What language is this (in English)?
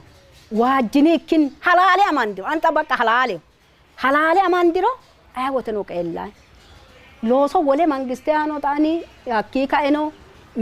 Sidamo